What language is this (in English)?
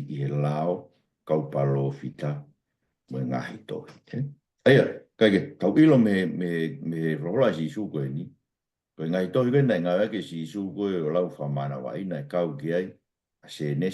Tongan